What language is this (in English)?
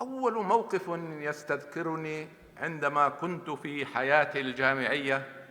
North Levantine Arabic